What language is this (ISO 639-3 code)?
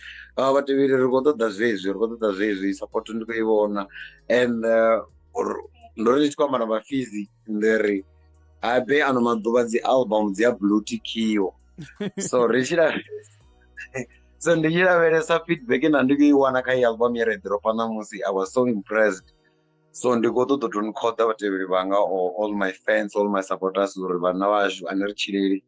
ven